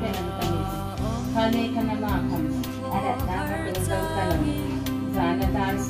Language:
Hmar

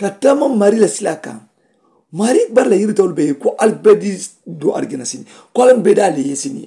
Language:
Mandingo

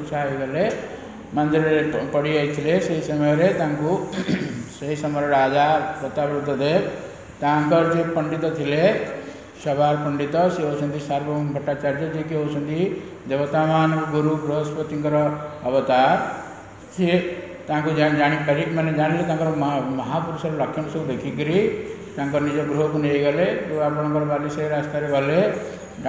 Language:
Odia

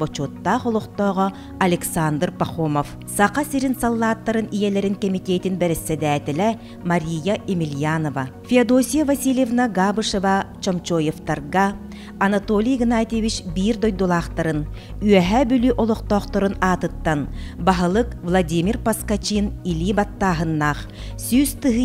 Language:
Yakut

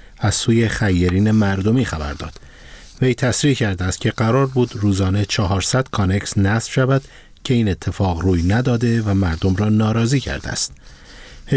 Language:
Persian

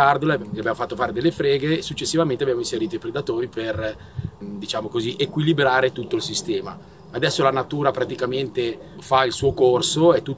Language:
Italian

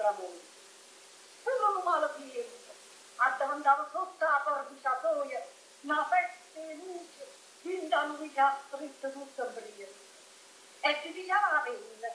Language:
Neapolitan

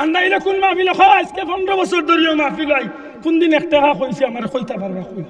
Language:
Sylheti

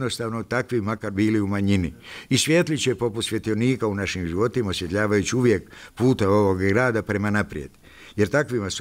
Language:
Bosnian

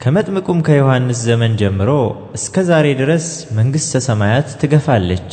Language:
Amharic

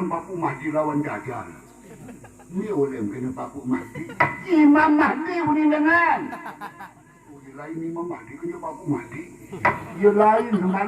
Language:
Sasak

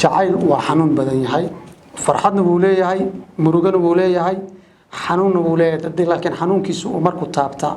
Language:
Somali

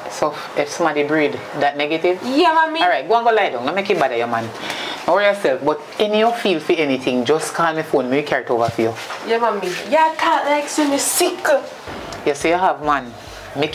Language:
Jamaican Creole English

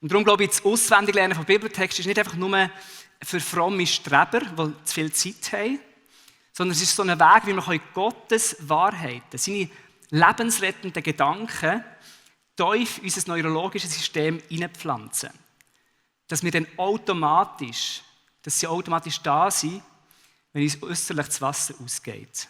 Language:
Swiss German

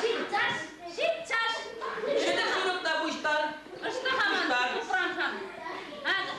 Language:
Chuvash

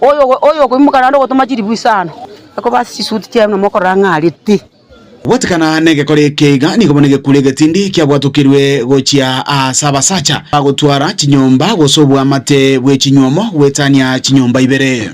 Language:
Gusii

